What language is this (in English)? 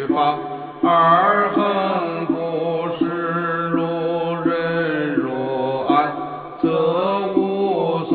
Chinese